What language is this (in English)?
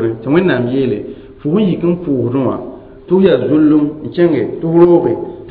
Mossi